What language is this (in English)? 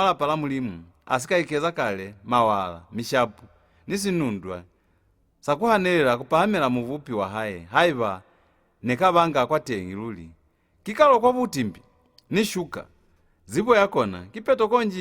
Lozi